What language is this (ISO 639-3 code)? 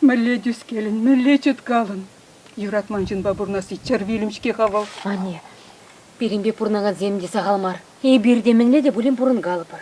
chv